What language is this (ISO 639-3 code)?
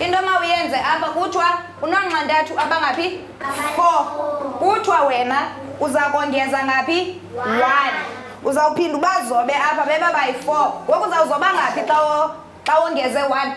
xho